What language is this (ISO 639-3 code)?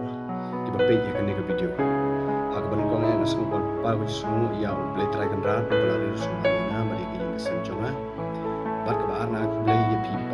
kha